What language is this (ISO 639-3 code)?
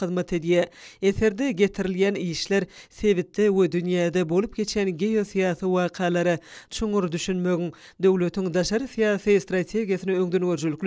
tuk